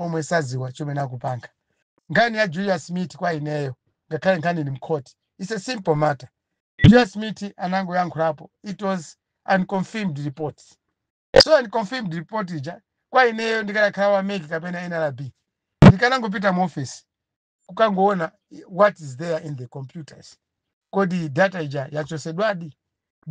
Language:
Nyanja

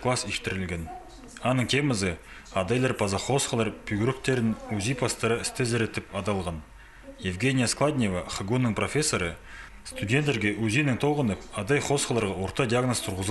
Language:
Khakas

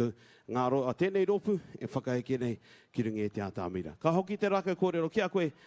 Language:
Māori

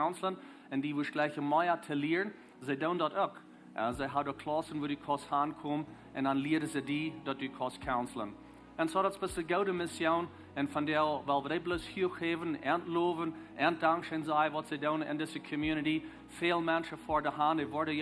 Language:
Plautdietsch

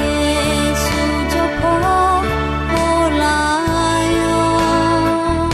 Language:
Akha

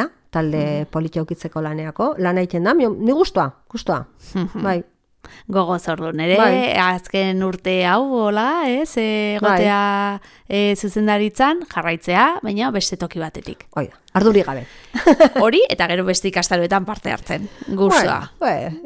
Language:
Basque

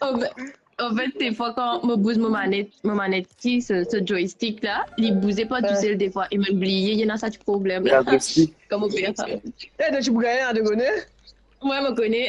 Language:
Morisyen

